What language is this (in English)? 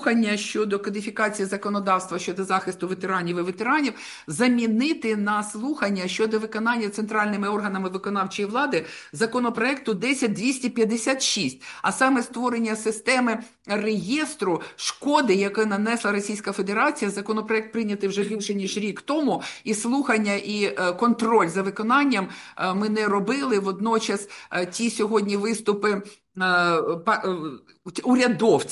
Ukrainian